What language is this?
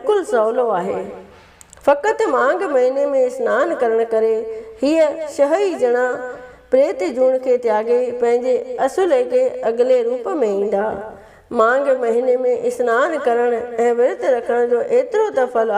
Sindhi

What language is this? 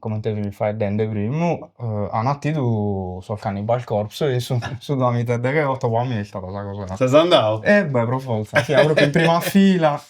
Sardinian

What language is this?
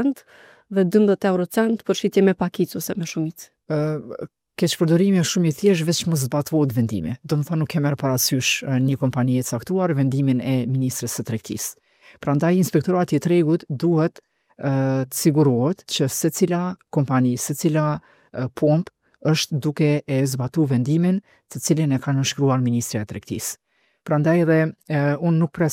Albanian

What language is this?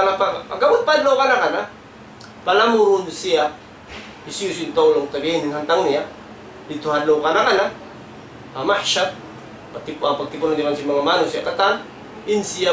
Tausug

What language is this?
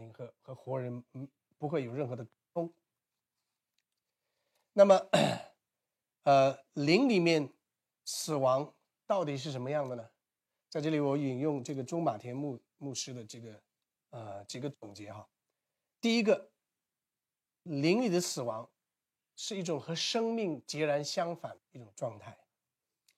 Chinese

